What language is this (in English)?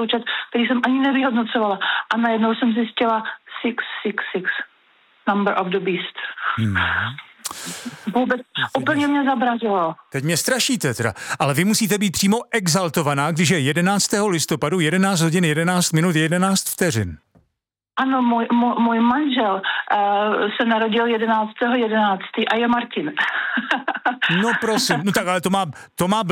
Czech